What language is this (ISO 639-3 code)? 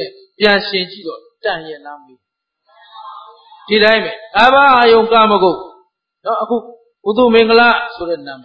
mya